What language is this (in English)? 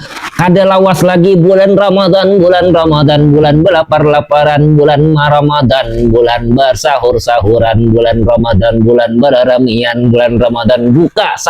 Banjar